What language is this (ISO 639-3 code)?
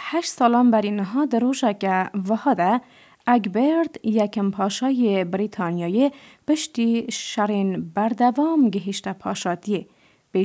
kur